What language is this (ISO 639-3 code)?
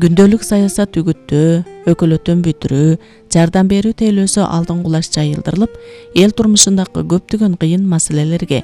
kir